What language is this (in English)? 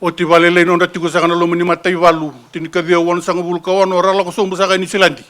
Fijian